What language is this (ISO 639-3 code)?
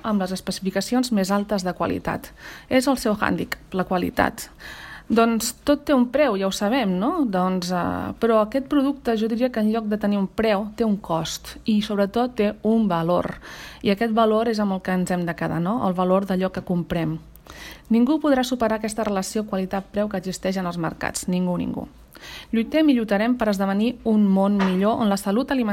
cat